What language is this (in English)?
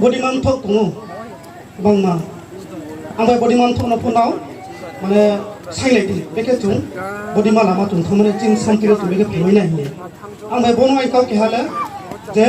Riang (India)